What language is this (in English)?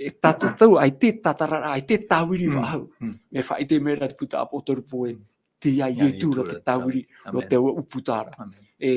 Tahitian